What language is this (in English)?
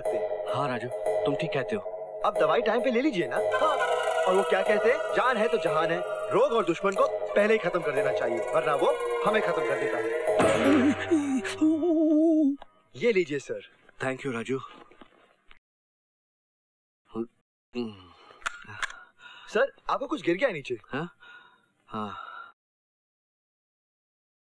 Hindi